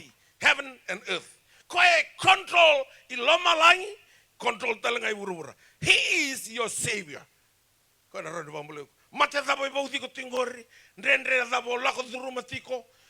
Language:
Fijian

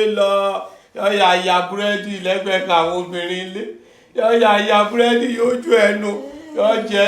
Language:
Yoruba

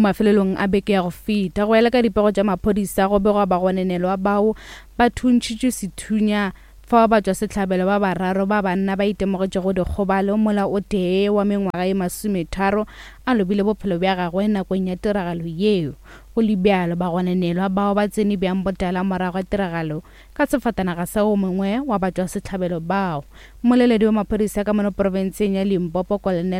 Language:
Northern Sotho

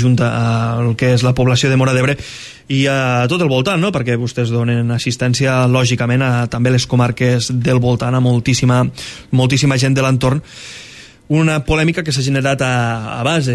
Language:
Catalan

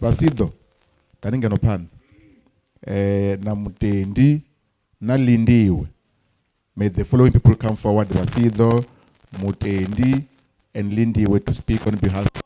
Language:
Venda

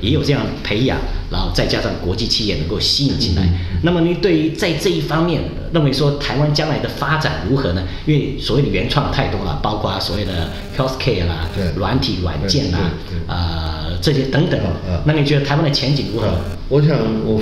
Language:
Chinese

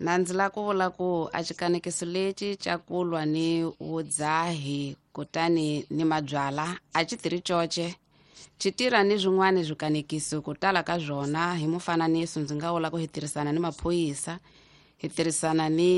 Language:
Tsonga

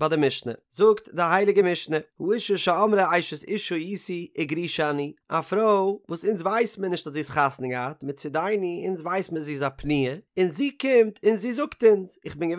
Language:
Yiddish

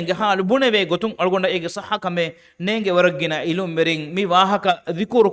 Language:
Divehi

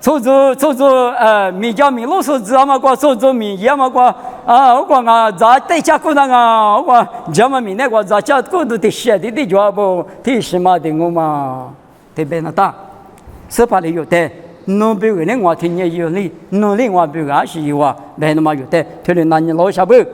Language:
Lisu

